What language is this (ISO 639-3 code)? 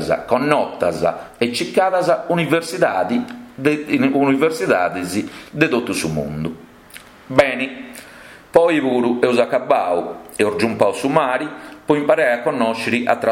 srd